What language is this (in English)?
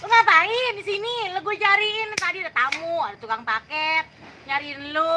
Betawi